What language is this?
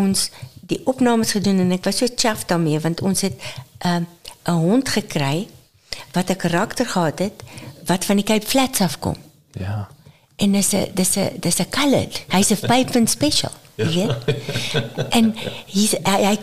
Afrikaans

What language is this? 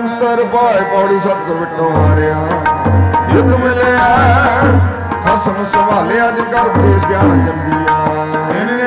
Punjabi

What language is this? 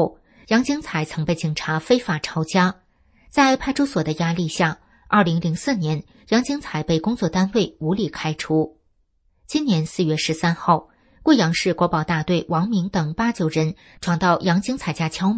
Chinese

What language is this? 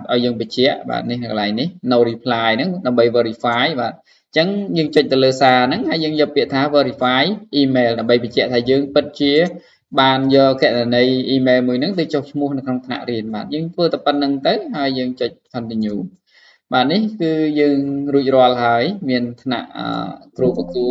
Khmer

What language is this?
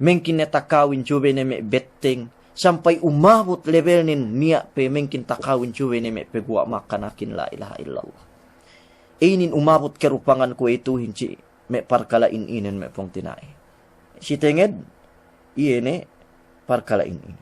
Yakan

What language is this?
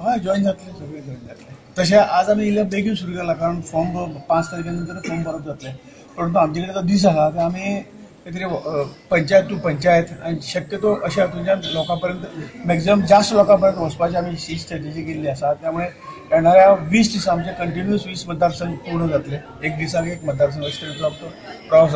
Konkani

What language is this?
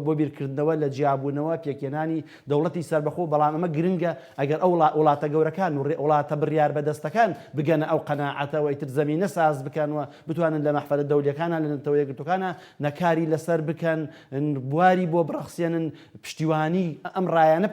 Central Kurdish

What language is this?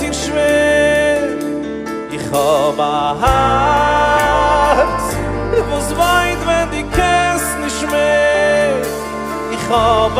Yiddish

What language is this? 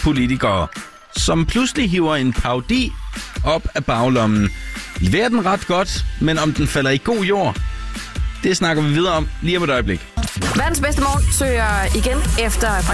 Danish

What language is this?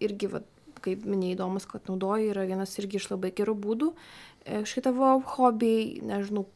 Lithuanian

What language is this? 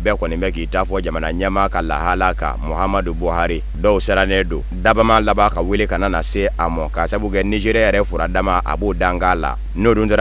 Bambara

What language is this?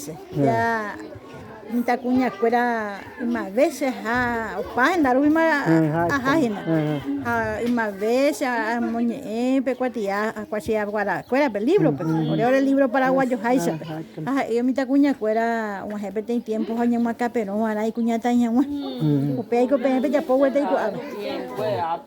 Guarani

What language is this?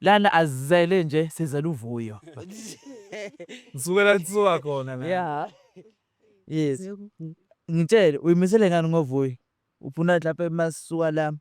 Zulu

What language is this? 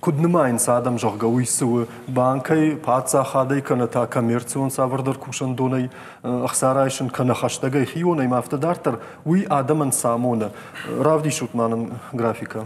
Ossetic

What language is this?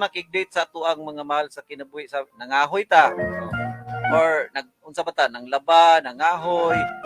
Cebuano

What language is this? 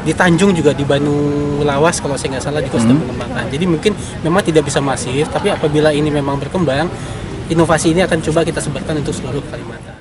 Banjar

